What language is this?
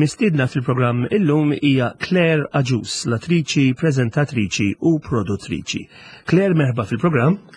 Maltese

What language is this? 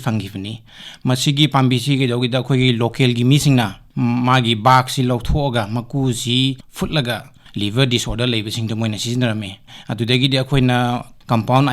Manipuri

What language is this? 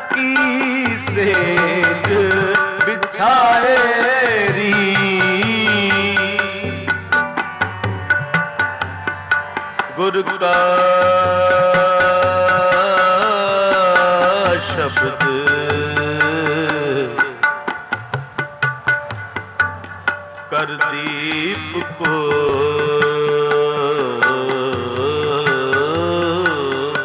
Punjabi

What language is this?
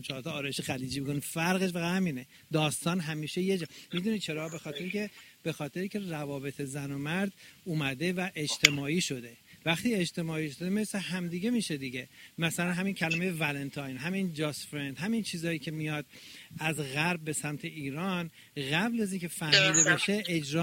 Persian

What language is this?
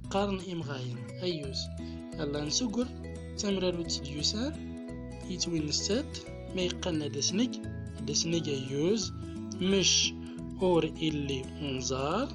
Central Atlas Tamazight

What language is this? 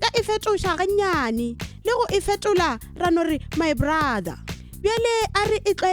Northern Sotho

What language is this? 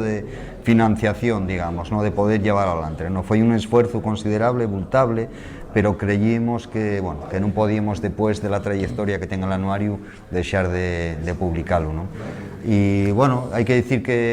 Asturian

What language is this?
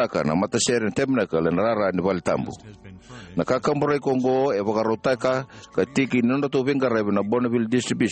Fijian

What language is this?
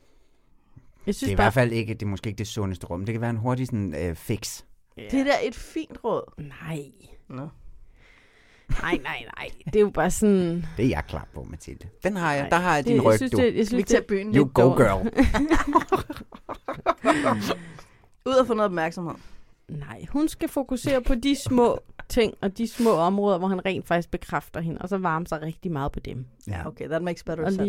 Danish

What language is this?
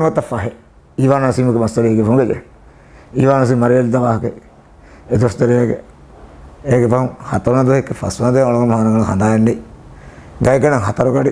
Divehi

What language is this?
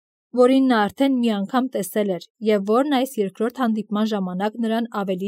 Armenian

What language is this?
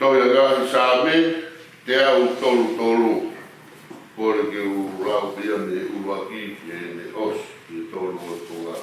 Tongan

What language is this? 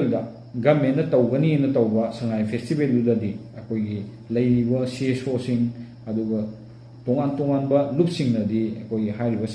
Manipuri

